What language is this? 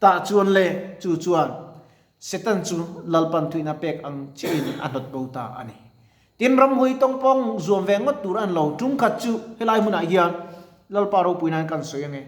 Mizo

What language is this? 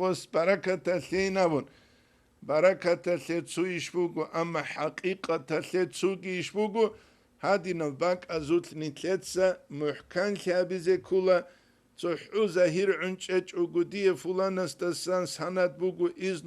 Avaric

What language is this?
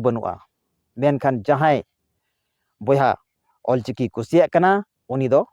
Santali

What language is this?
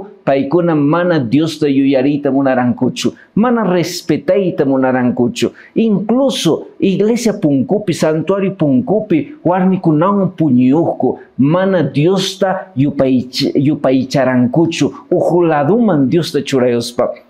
Quechua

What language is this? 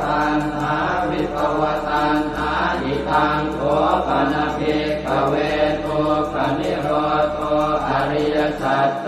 Pali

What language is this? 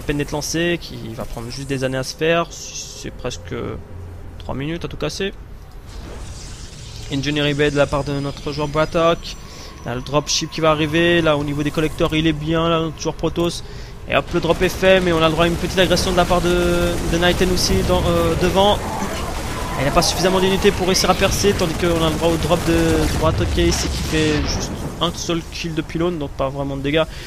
French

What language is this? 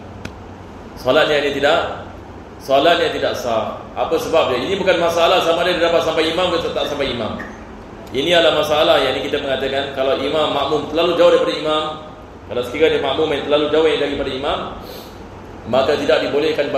Malay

